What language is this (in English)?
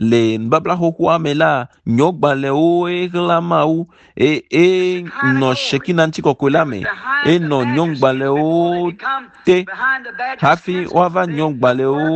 Ewe